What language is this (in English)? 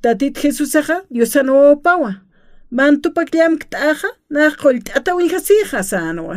Aymara